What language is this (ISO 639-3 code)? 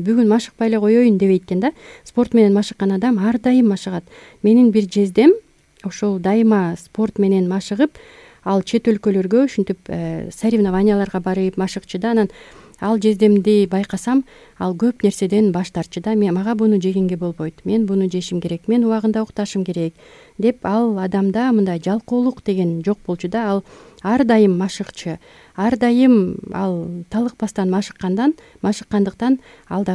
kir